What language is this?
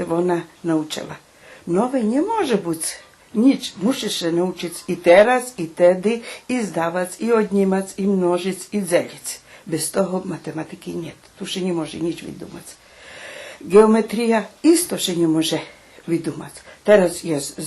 Rusyn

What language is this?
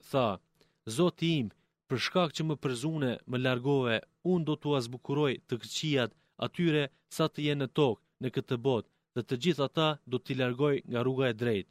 Albanian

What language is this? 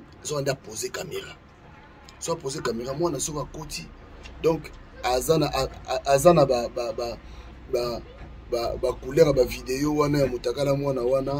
Lingala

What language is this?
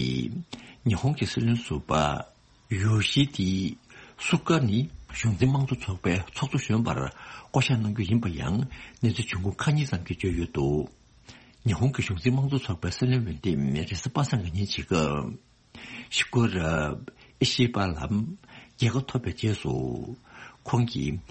Tibetan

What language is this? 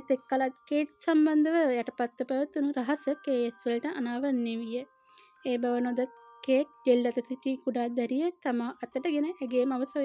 Sinhala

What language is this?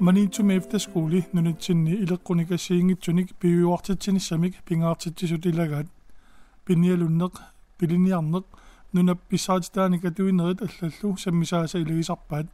Kalaallisut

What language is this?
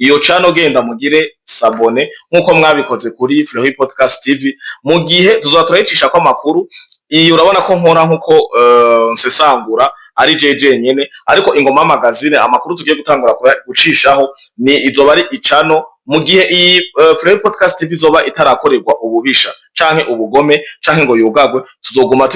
Rundi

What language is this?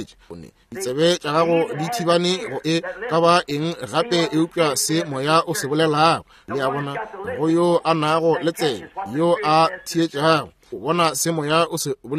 Northern Sotho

